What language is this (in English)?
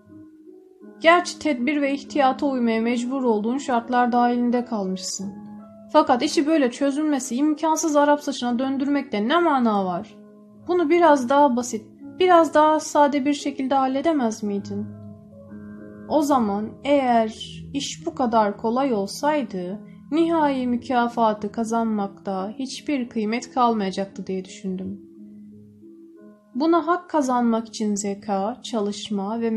Turkish